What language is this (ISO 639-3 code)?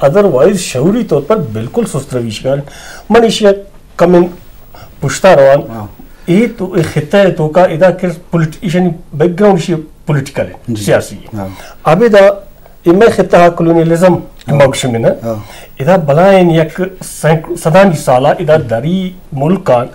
bgp